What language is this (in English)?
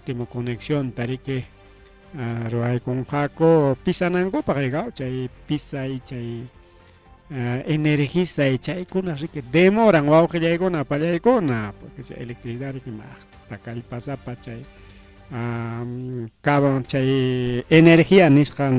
Ayacucho Quechua